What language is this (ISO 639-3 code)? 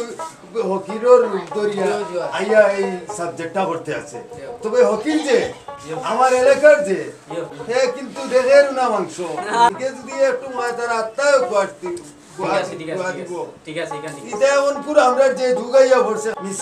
syl